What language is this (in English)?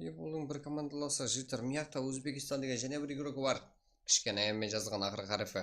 Kara-Kalpak